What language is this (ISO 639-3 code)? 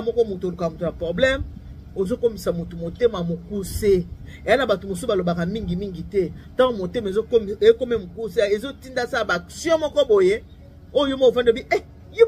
lin